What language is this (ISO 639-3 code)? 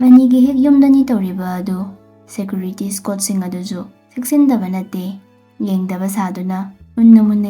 mni